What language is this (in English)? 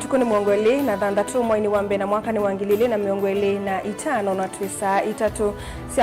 Kamba